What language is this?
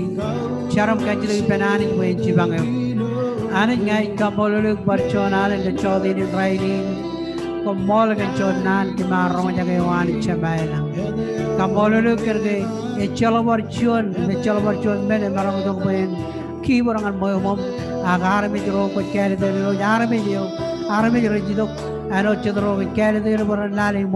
Marshallese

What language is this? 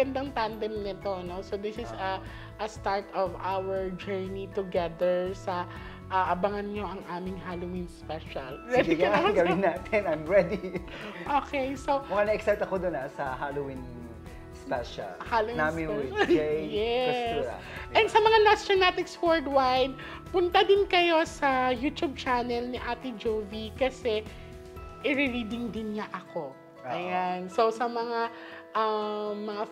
Filipino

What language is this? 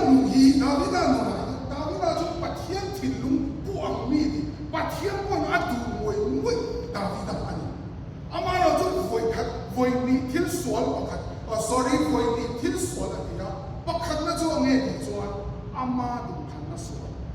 Mizo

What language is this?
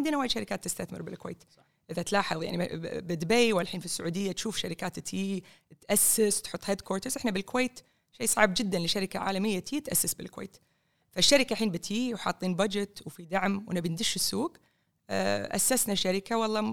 Gulf Arabic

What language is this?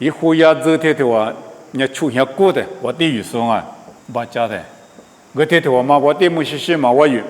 Lisu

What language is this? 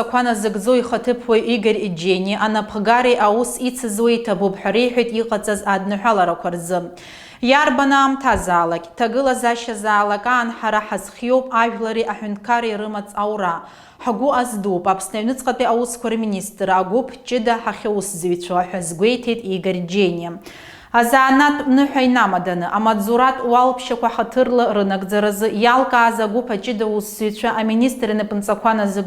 Abkhazian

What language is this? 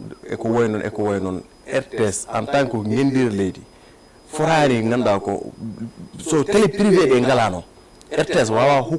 Fula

